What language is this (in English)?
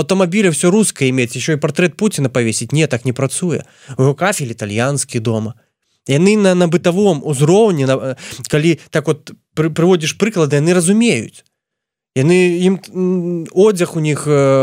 Belarusian